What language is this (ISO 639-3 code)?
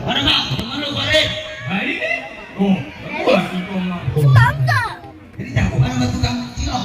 bew